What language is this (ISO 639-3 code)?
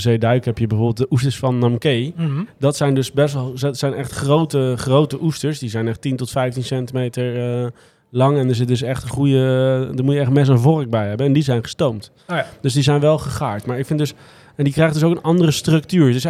nld